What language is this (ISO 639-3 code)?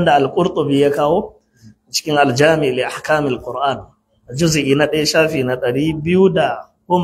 hau